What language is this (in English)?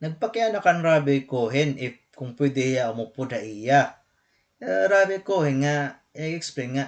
Waray